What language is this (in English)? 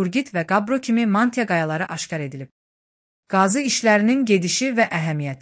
Azerbaijani